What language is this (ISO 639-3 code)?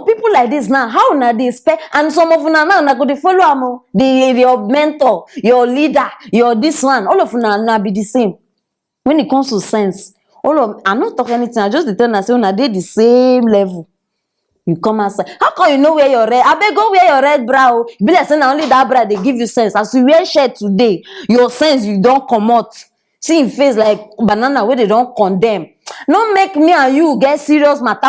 pcm